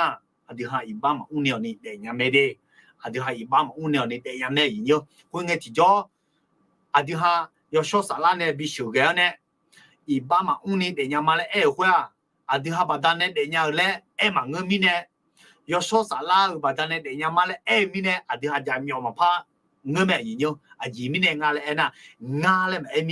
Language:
Akha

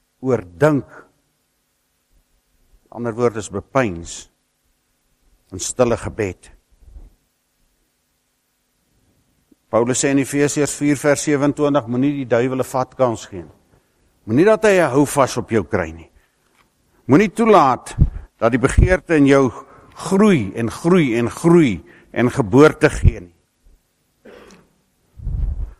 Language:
Afrikaans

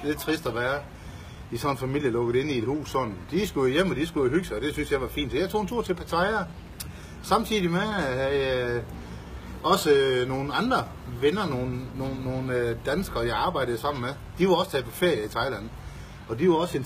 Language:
Danish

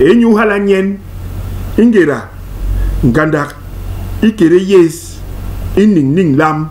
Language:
Basaa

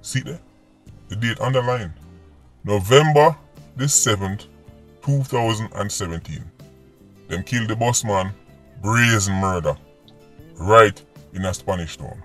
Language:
Jamaican Creole English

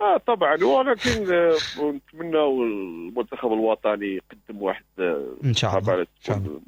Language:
Moroccan Arabic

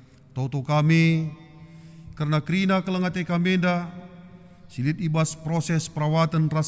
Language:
Batak Karo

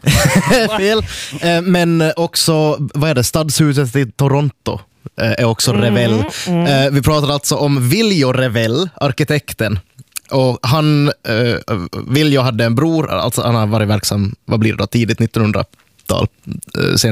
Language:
Swedish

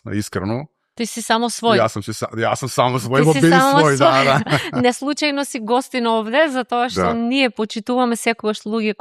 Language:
Macedonian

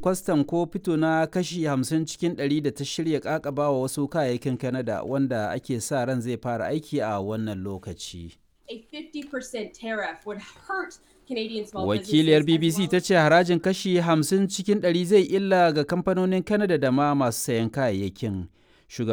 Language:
Hausa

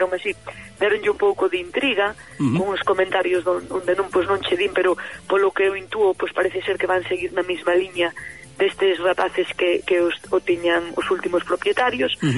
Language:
Galician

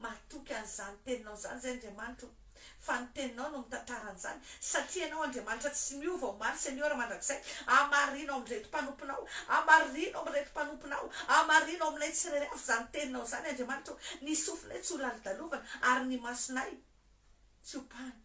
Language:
Malagasy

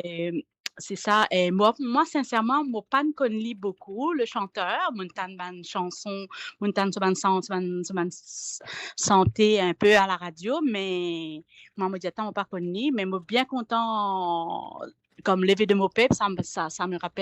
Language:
Morisyen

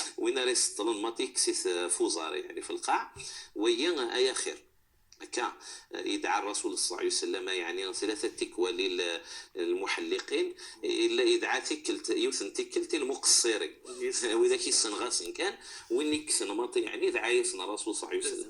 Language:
Moroccan Arabic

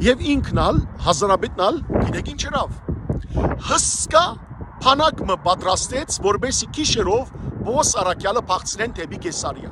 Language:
Western Armenian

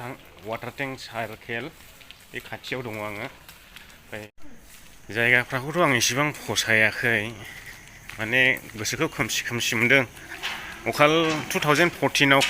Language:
Bodo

